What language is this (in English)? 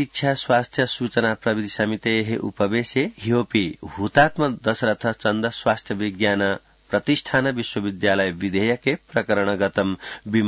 Sanskrit